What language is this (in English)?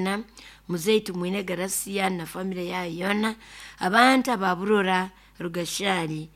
Nyoro